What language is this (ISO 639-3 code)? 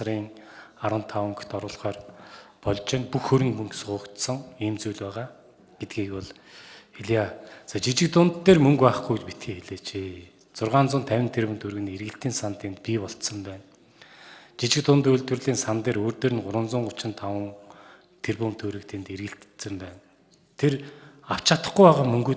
mon